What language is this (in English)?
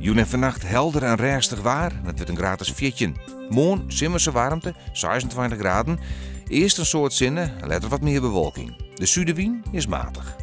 Western Frisian